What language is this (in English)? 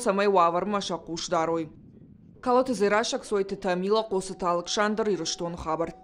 Ossetic